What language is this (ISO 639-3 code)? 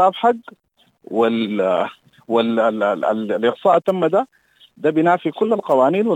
apd